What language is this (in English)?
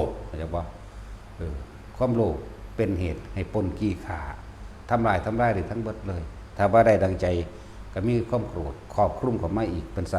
Northeastern Thai